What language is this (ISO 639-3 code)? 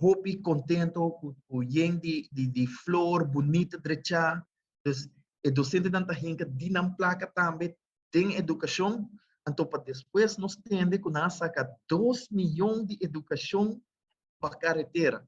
pap